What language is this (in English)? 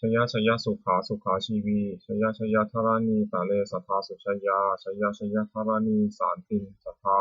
Pali